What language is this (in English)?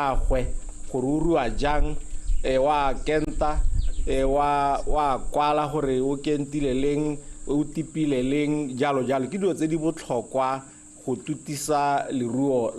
Tswana